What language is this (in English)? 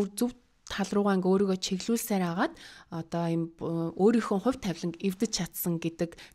Mongolian